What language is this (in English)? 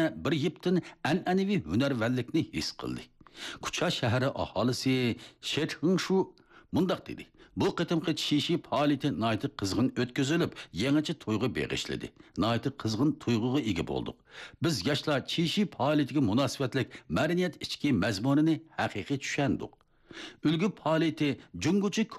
Uyghur